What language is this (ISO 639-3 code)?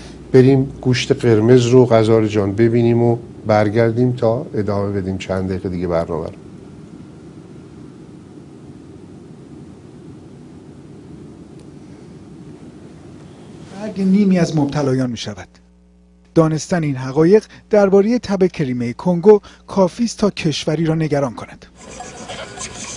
fas